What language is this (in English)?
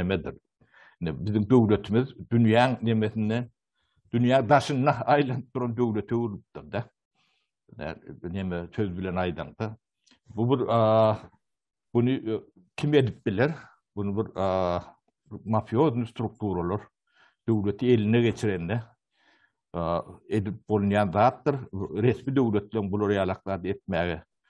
Turkmen